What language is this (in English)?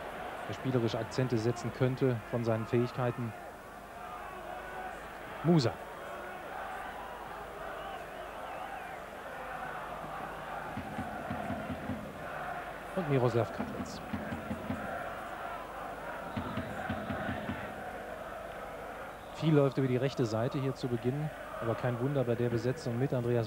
German